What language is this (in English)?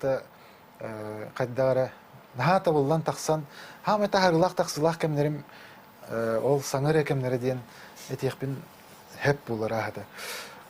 Yakut